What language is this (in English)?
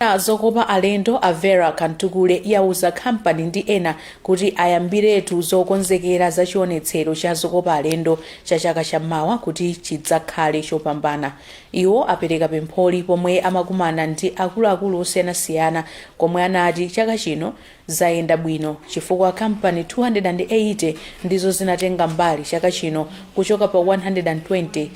Nyanja